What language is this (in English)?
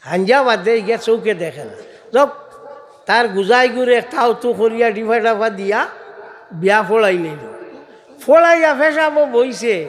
Sylheti